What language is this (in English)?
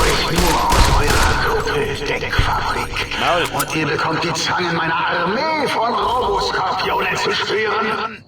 Bavarian